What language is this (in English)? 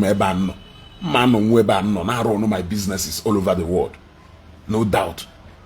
Igbo